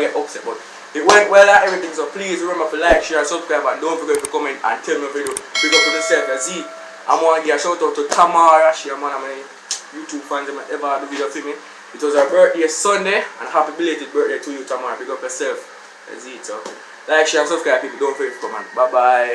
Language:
Jamaican Creole English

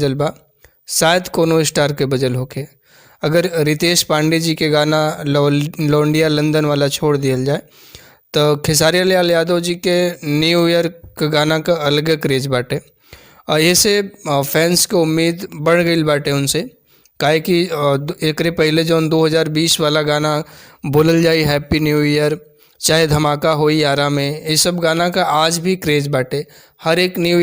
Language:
Bhojpuri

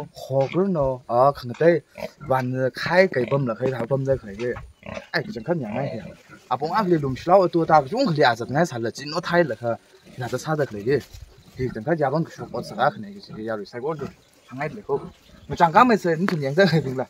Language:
Tangkhul Naga (India)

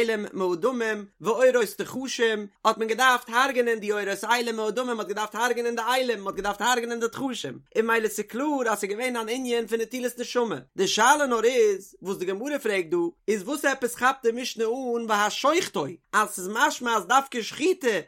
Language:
Yiddish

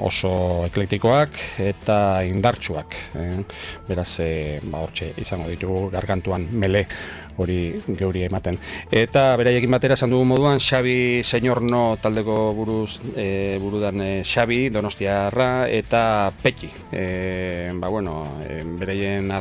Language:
Basque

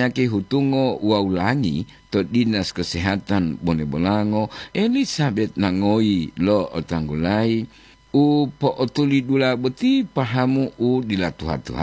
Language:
Gorontalo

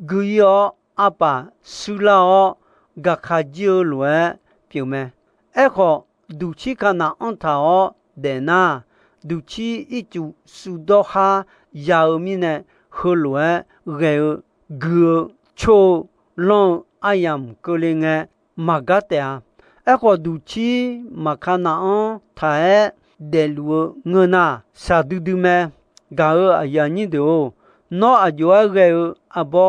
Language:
Akha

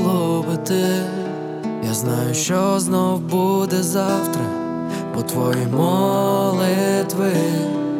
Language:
Ukrainian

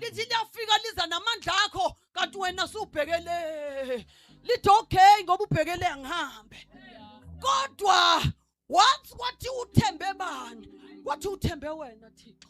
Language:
Zulu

